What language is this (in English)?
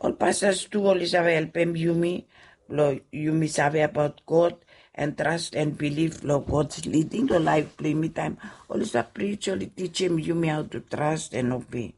Bislama